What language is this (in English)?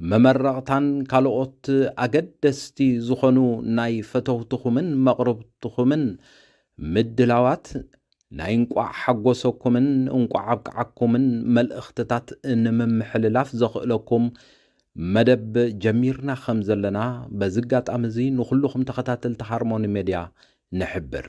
Tigrinya